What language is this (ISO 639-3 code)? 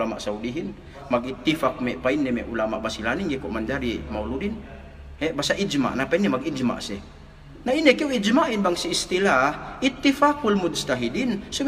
yka